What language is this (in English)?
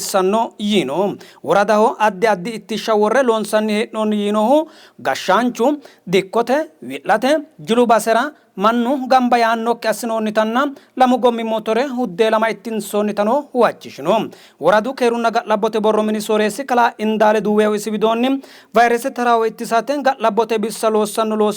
Sidamo